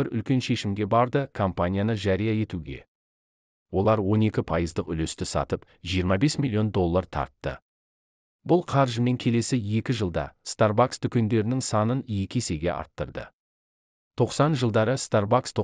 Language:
Kazakh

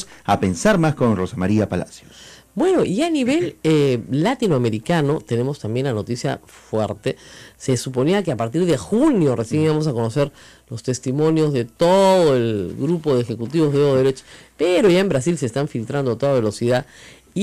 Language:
Spanish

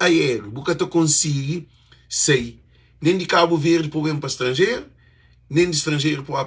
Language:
Kabuverdianu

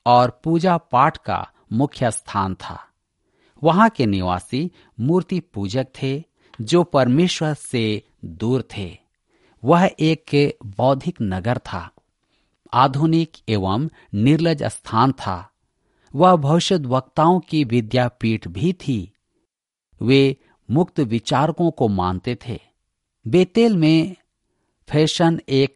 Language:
Hindi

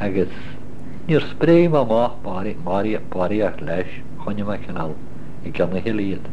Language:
Irish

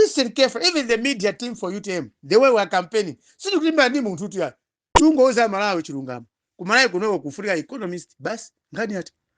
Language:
Nyanja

